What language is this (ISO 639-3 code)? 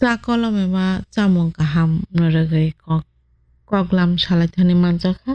trp